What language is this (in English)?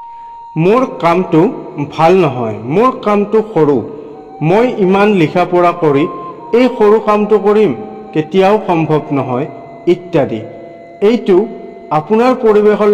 Assamese